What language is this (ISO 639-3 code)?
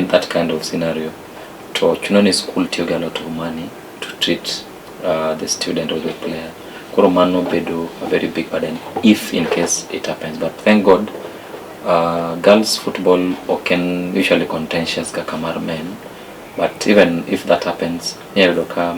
luo